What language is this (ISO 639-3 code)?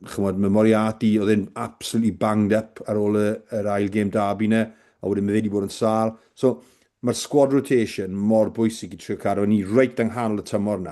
cym